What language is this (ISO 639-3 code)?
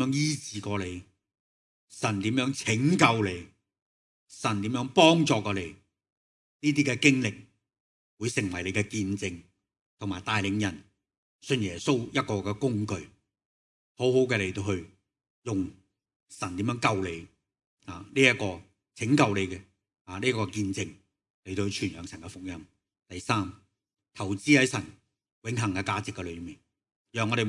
yue